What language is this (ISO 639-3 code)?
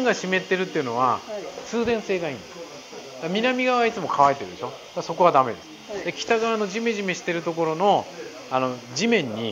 jpn